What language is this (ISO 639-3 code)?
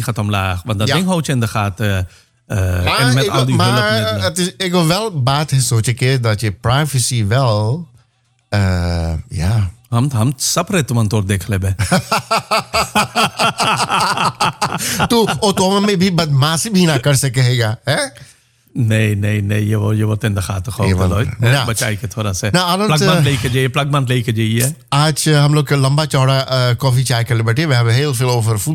nld